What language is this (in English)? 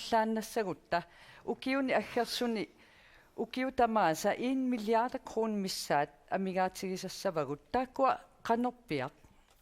Kalaallisut